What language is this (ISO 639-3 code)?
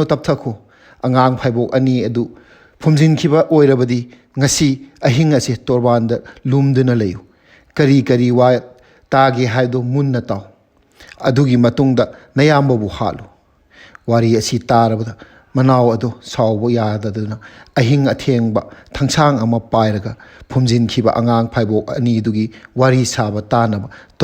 mni